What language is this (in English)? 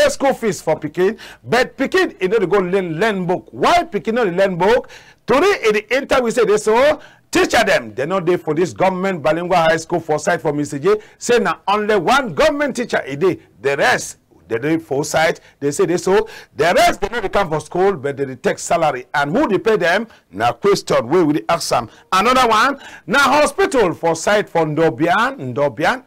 Cameroon Pidgin